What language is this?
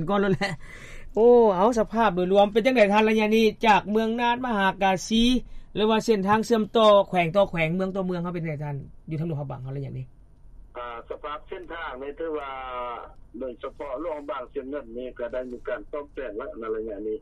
Lao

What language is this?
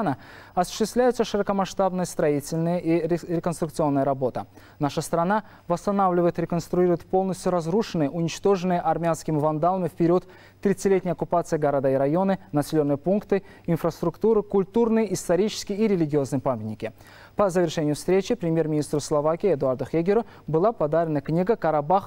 Russian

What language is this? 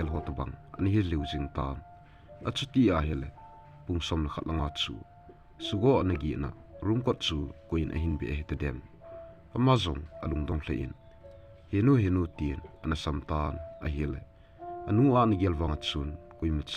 Thado Chin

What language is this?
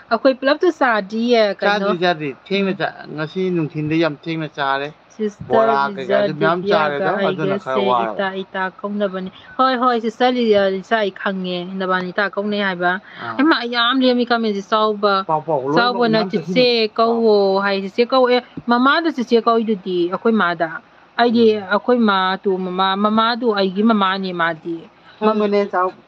Manipuri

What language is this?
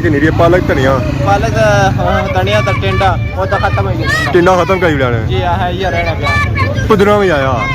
Pahari-Potwari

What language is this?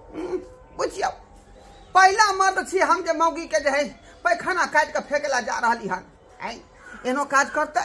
Maithili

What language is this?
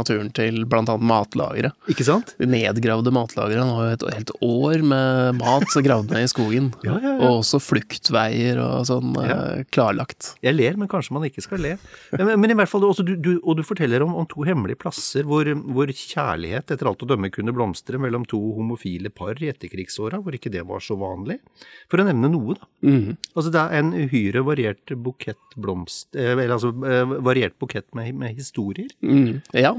Norwegian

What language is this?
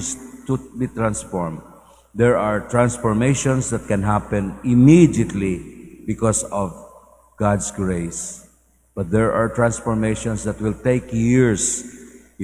Cebuano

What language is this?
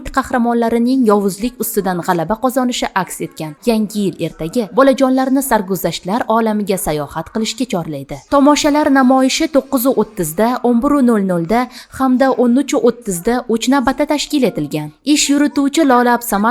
Uzbek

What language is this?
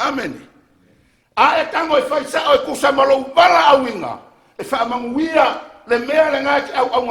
Samoan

